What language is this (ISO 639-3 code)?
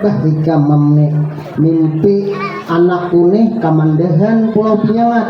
bjn